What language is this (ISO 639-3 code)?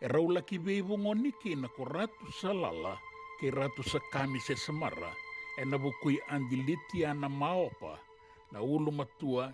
fij